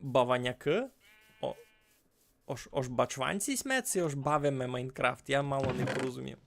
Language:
Rusyn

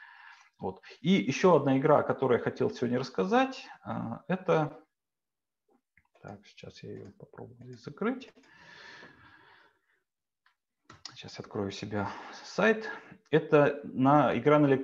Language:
Russian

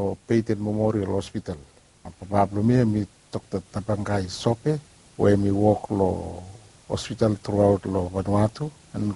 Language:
Bislama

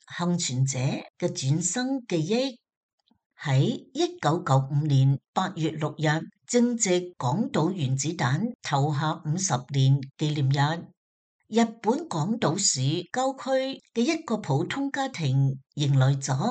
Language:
Cantonese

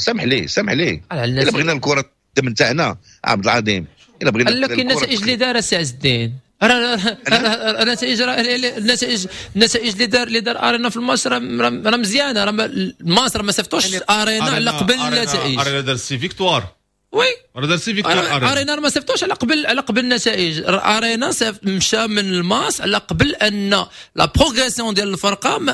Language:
Moroccan Arabic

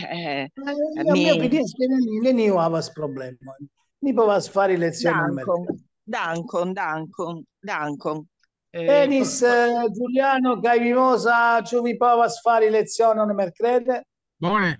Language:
Esperanto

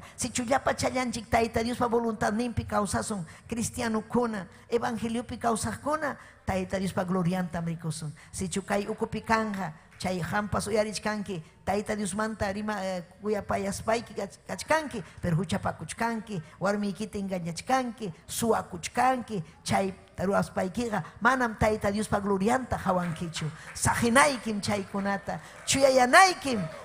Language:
Ayacucho Quechua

